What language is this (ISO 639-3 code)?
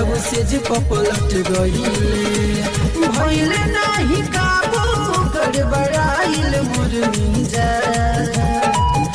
bho